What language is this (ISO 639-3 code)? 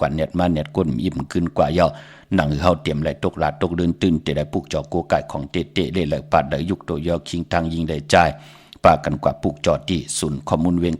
shn